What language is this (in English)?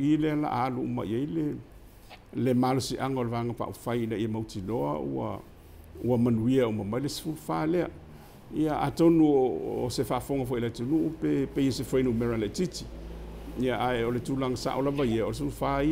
Samoan